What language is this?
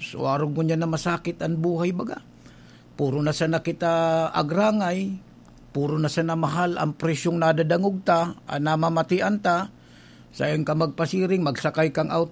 Bikol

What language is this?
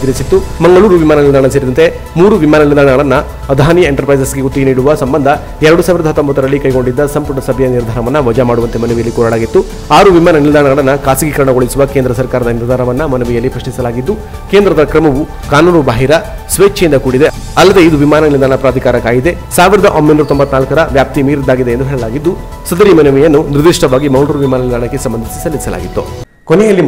Kannada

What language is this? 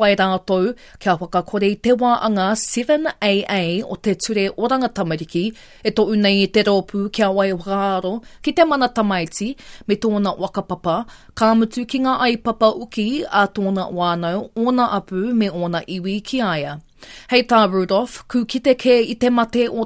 Māori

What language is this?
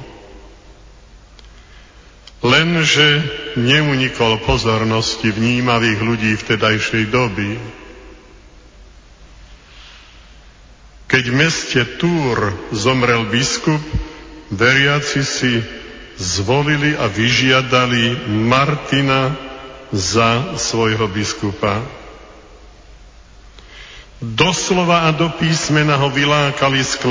Slovak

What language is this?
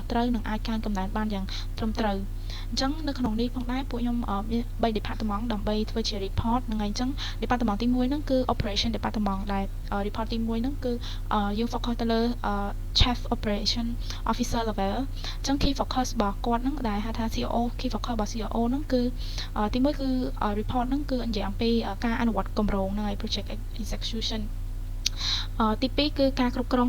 Khmer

